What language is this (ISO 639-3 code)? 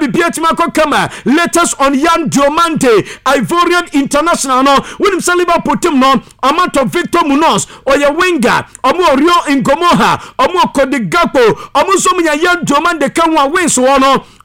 aka